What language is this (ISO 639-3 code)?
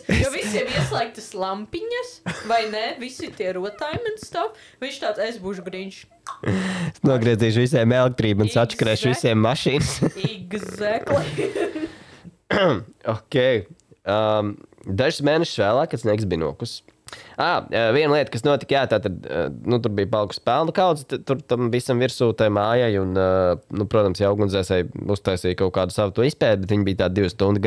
lav